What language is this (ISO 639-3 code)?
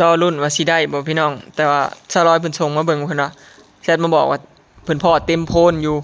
lao